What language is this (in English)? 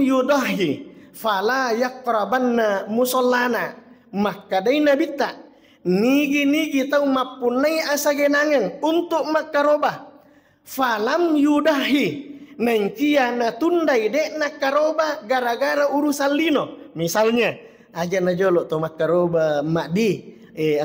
Buginese